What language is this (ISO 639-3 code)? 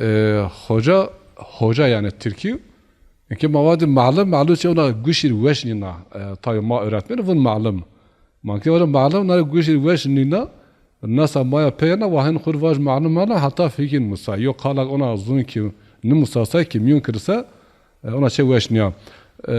zza